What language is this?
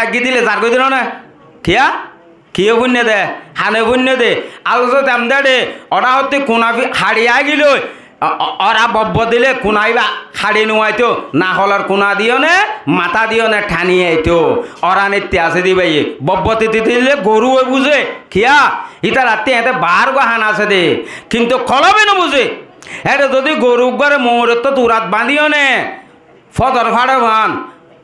Rohingya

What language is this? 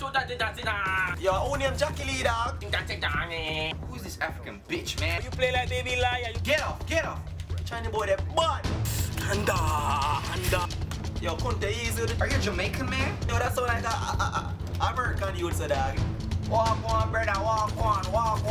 Jamaican Creole English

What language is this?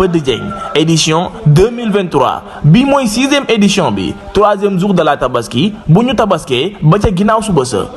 Wolof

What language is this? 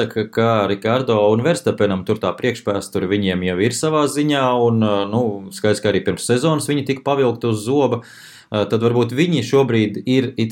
Latvian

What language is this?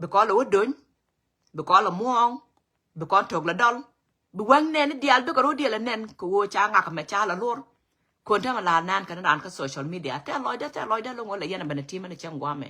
Nuer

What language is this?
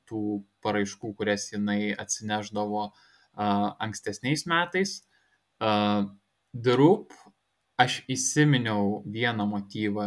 Lithuanian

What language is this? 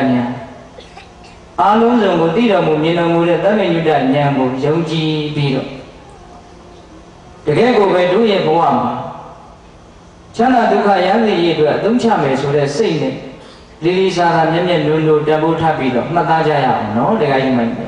Burmese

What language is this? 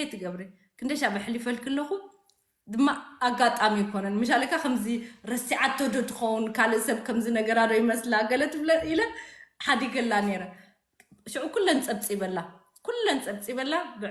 Tigrinya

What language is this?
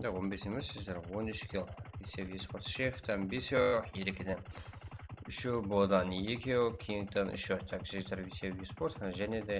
Kara-Kalpak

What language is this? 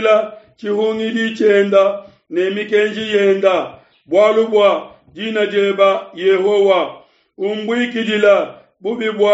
Luba-Lulua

